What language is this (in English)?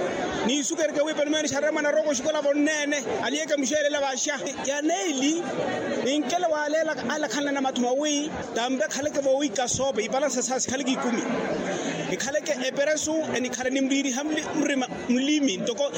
Makhuwa